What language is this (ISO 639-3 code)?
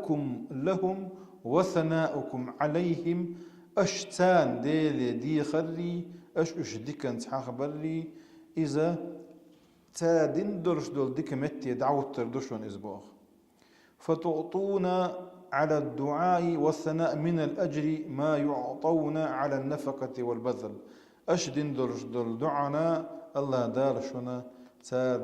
che